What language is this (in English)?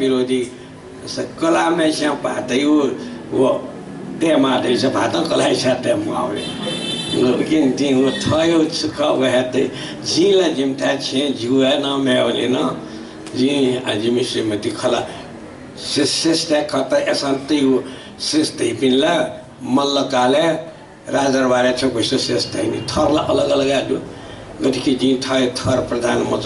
Newari